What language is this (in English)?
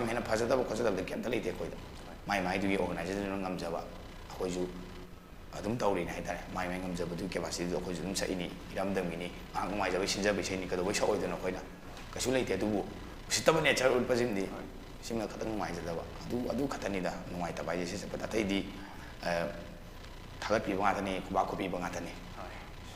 Manipuri